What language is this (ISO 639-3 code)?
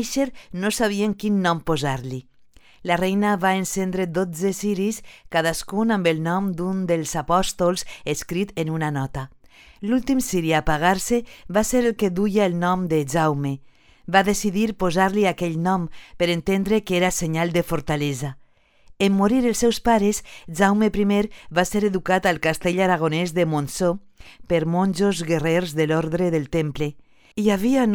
cat